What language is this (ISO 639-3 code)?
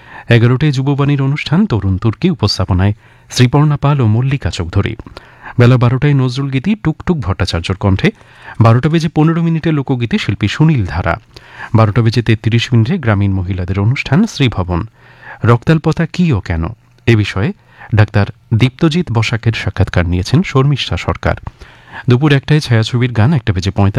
ben